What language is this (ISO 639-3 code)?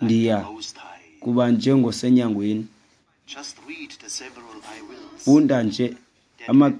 xho